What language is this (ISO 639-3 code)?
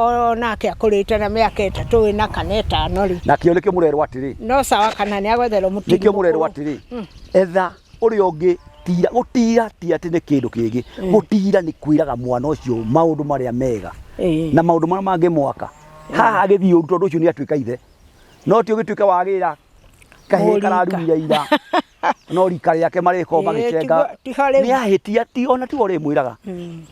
kik